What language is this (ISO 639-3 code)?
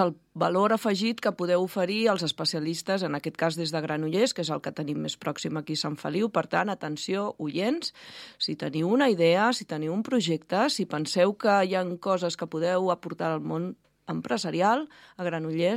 cat